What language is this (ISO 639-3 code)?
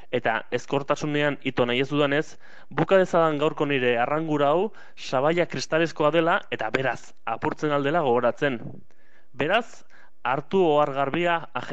eus